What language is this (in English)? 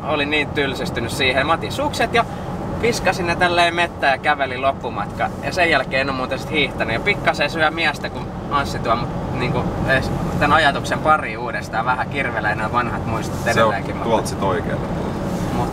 Finnish